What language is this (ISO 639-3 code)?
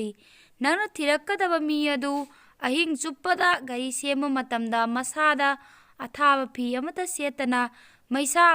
mni